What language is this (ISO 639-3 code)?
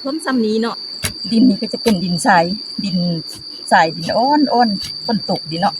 lao